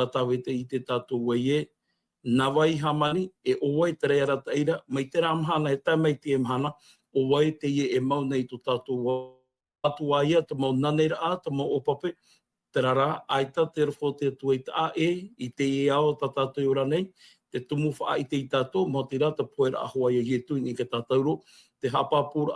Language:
Tahitian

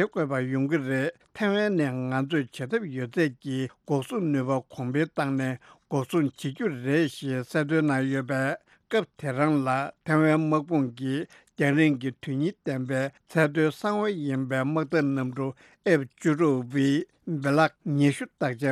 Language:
Tibetan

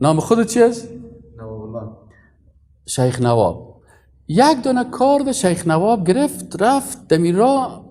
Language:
Persian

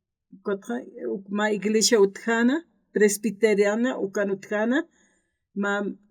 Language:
Aymara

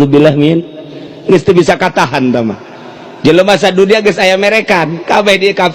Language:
Sundanese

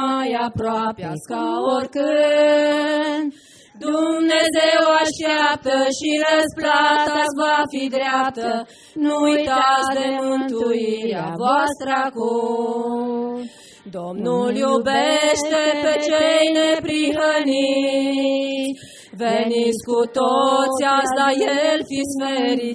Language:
Romanian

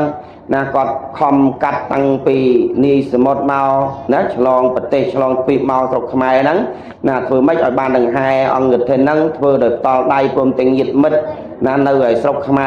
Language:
Khmer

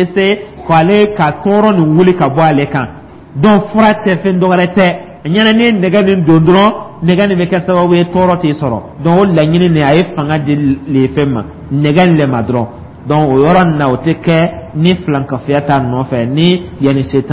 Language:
Dyula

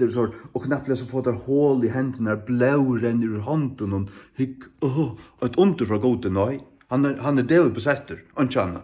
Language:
Faroese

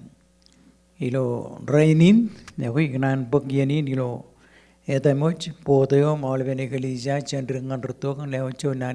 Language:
Marshallese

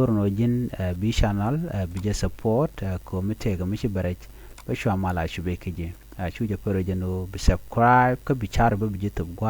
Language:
Nuer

